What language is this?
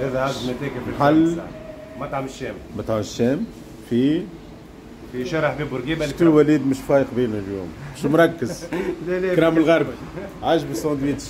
Tunisian Arabic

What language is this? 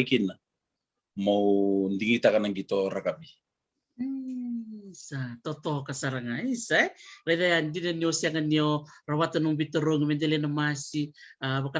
Fijian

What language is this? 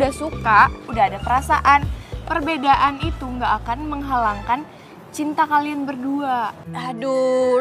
Indonesian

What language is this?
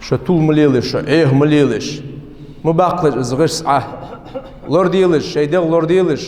Ingush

